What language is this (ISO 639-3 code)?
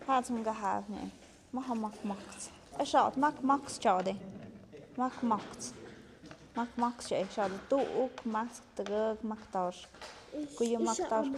mxp